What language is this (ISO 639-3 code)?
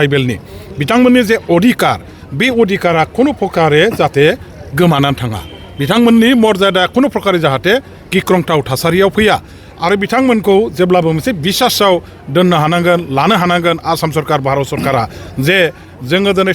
brx